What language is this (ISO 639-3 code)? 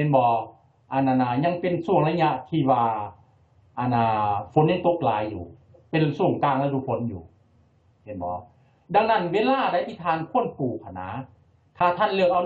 lao